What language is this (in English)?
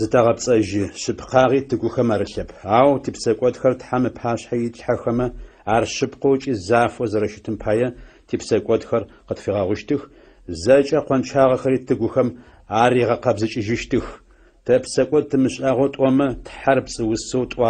Adyghe